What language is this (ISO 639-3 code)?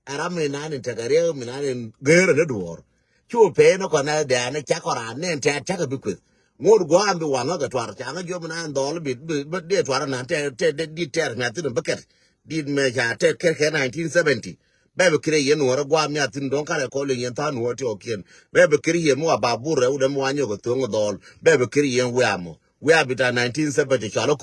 nus